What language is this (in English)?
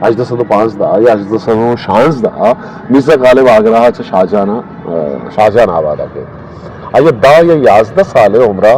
Eastern Balochi